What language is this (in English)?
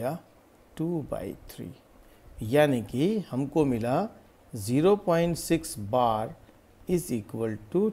Hindi